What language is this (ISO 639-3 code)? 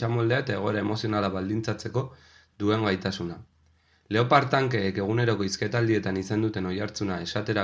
eus